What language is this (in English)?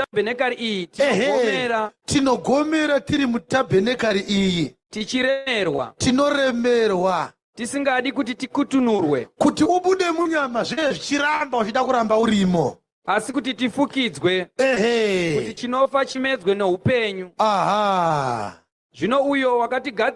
Shona